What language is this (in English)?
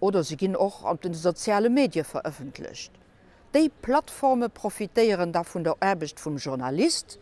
Luxembourgish